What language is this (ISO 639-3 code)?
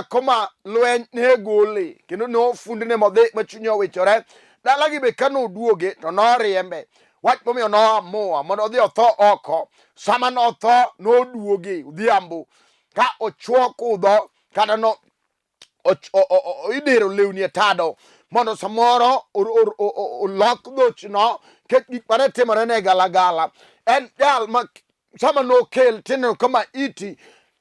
luo